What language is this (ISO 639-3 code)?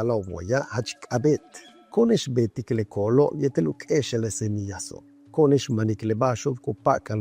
yua